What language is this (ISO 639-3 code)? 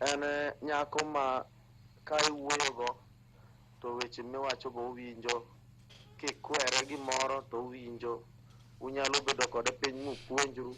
luo